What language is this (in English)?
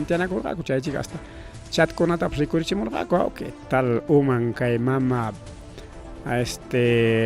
Ayacucho Quechua